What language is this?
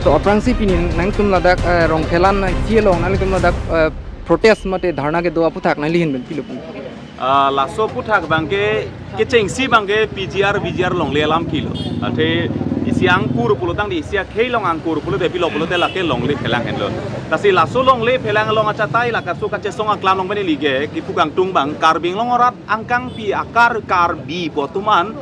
Karbi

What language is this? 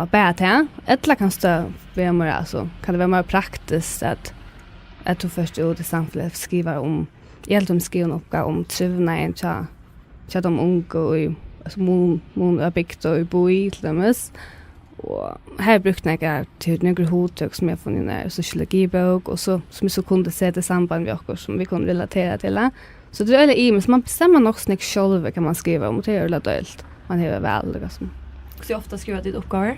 Faroese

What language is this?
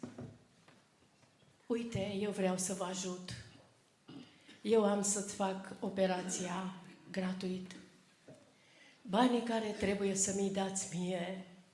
Romanian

